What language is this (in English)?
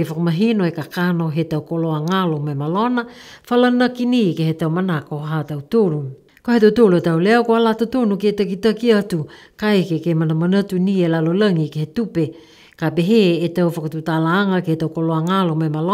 Niuean